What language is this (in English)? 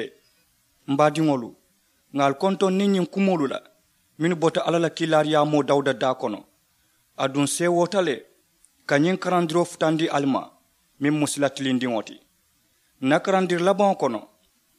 Mandingo